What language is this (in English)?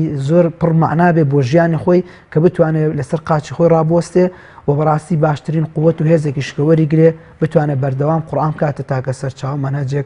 Central Kurdish